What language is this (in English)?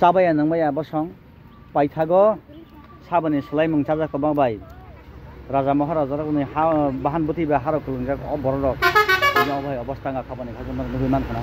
Kok Borok